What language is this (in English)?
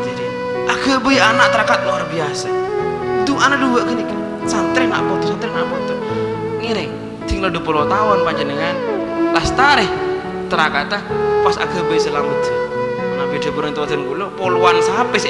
Madurese